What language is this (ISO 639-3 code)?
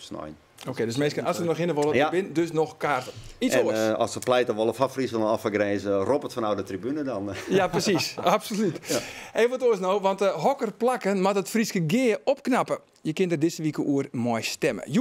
fry